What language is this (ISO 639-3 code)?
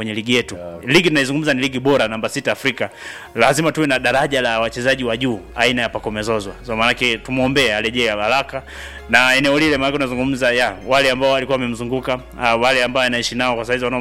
swa